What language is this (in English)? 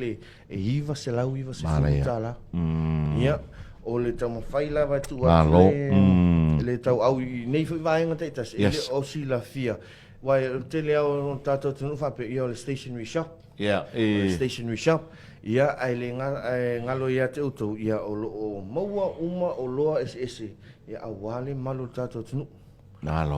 Samoan